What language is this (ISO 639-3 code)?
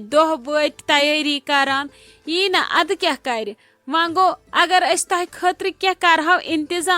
kas